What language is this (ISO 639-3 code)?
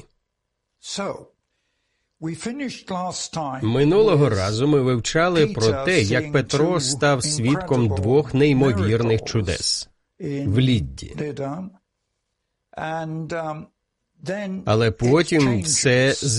ukr